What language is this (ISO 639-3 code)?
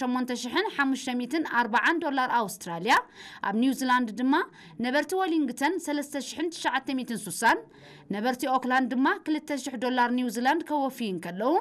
tir